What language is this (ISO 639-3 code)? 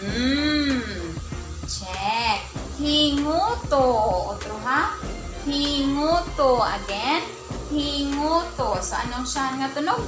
war